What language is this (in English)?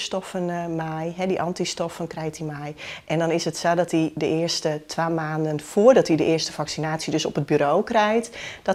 Western Frisian